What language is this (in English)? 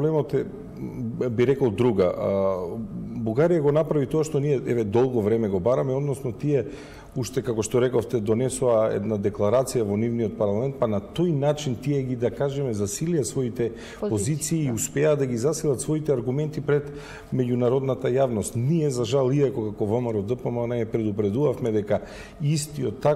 Macedonian